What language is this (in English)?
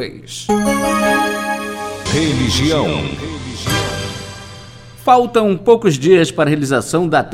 Portuguese